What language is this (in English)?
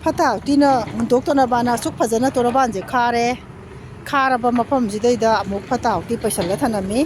Manipuri